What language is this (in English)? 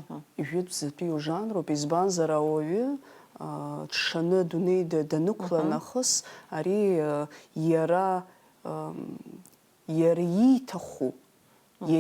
Abkhazian